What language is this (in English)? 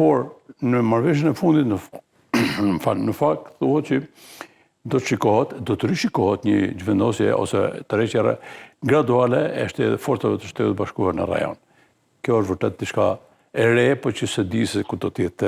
Albanian